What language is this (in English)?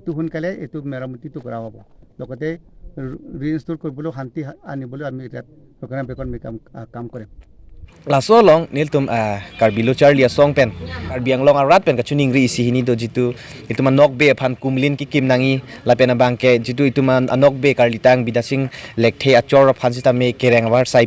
Karbi